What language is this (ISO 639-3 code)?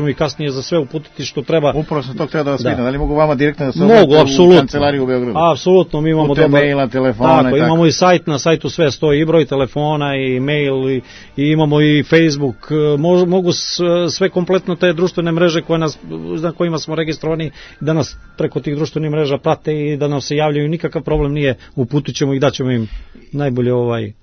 srp